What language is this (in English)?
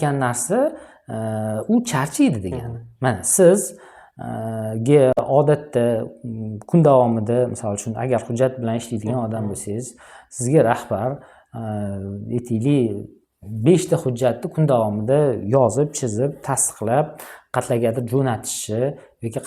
Uzbek